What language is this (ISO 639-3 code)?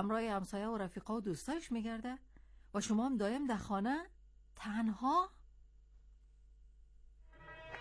fas